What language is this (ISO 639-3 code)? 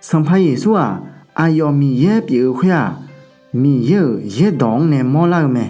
ahk